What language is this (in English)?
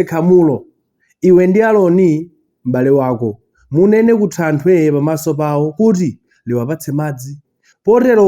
Nyanja